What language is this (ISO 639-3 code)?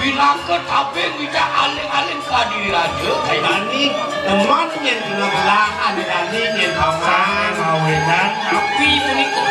ban